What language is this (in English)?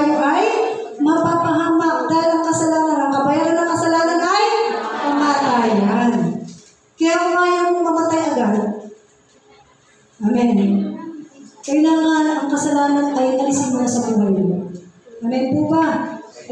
Filipino